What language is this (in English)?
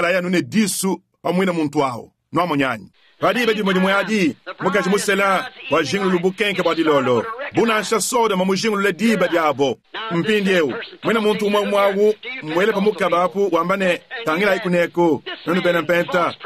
Luba-Lulua